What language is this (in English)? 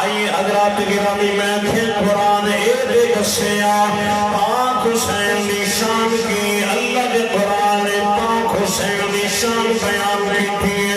Saraiki